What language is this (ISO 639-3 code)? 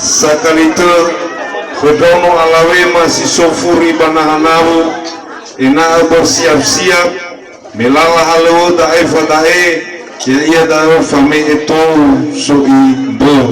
nia